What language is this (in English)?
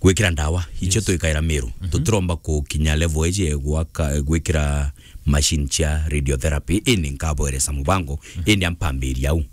Meru